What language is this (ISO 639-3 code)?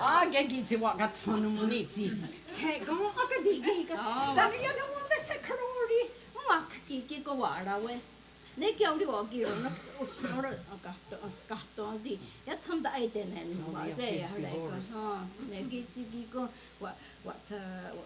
moh